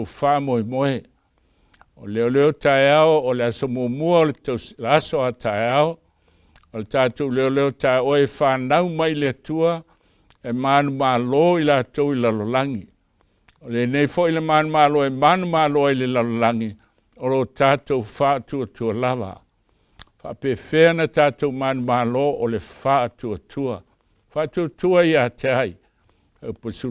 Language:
Samoan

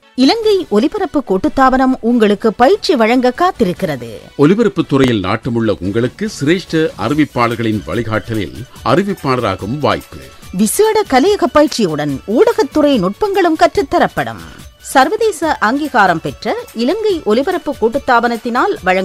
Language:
Tamil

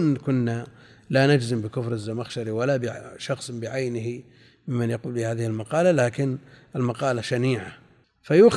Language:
Arabic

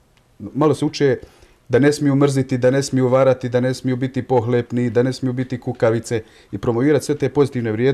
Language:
Bosnian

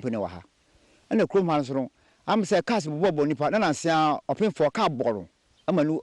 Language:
Akan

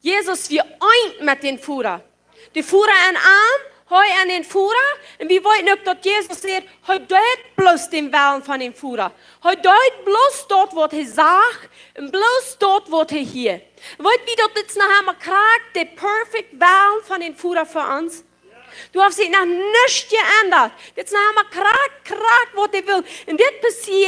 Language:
Plautdietsch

